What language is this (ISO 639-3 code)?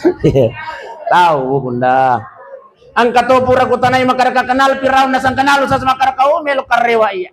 bug